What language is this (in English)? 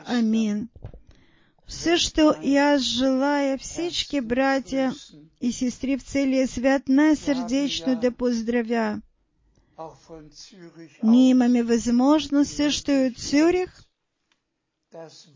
Bulgarian